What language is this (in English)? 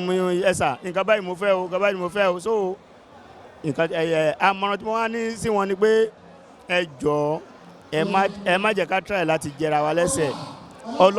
Yoruba